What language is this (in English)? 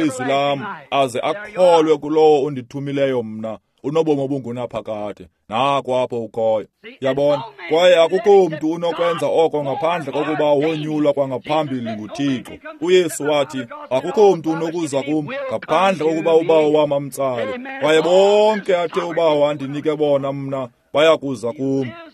Xhosa